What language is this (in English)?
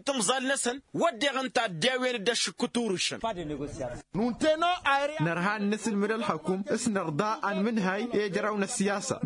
Tamasheq